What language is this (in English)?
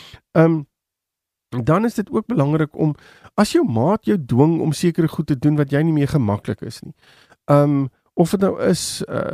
Afrikaans